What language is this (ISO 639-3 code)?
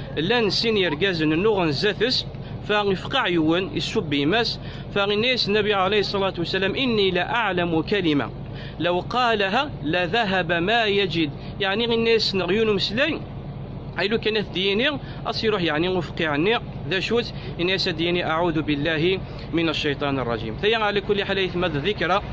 kab